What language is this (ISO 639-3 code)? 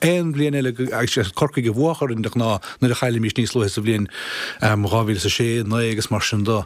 gle